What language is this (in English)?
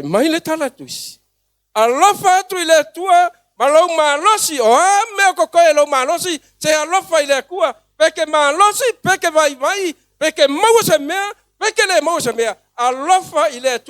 Samoan